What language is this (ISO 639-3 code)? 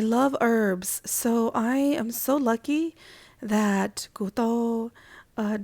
hmn